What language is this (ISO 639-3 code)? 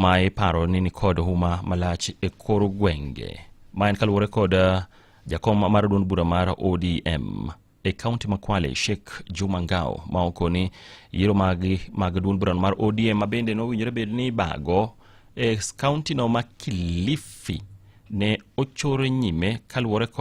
luo